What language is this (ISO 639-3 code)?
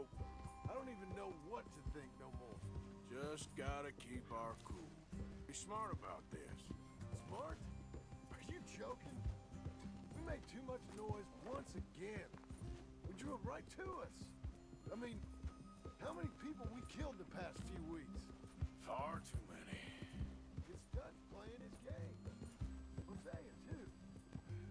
eng